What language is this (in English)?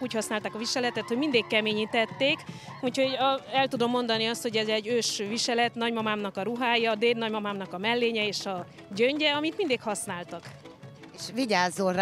Hungarian